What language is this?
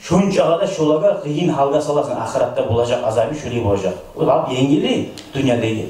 Kumyk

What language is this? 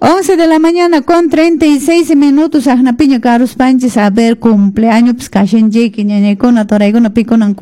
Quechua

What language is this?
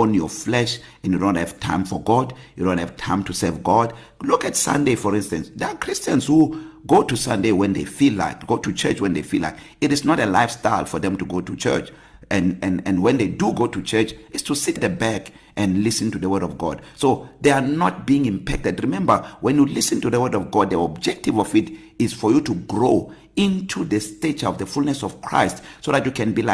English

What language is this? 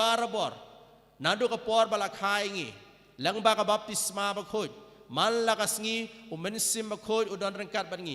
Khasi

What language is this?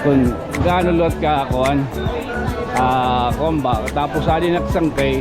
Waray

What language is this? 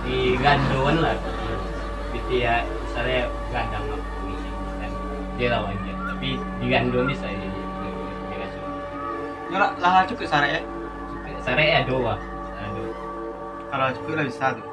Minangkabau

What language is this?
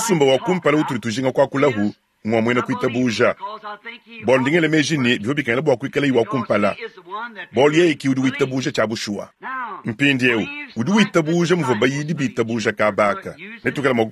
Luba-Lulua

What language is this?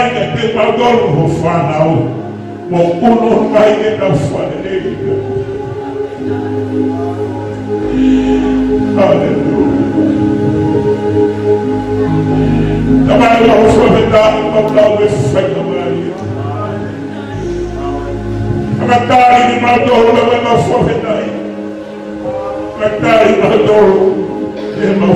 Tongan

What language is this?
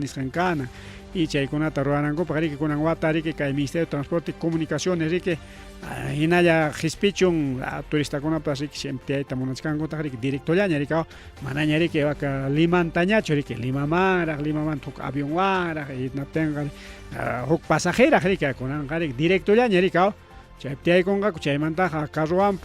Ayacucho Quechua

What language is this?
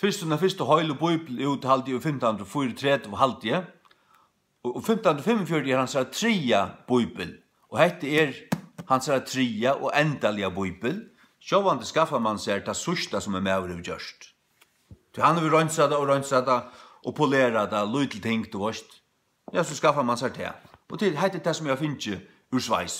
Faroese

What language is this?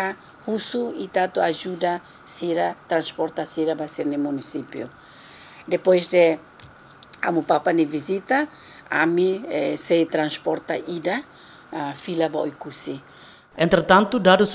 Tetum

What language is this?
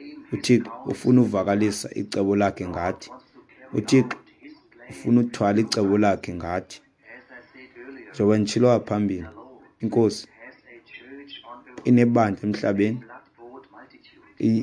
Xhosa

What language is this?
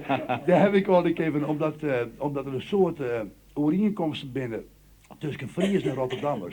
Western Frisian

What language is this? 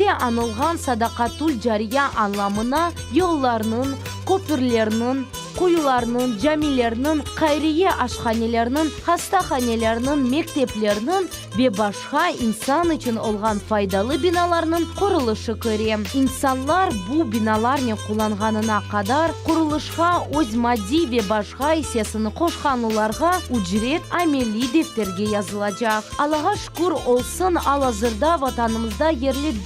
Crimean Tatar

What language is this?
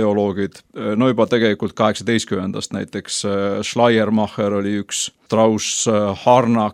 Estonian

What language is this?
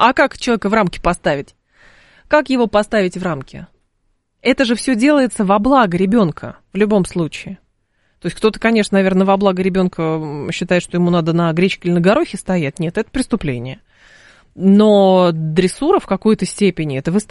Russian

